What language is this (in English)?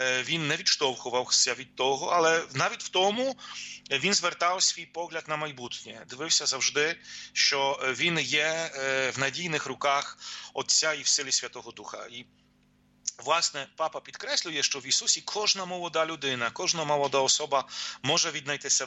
Ukrainian